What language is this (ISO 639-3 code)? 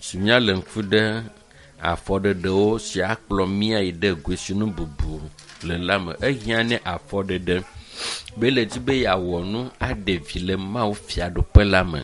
ewe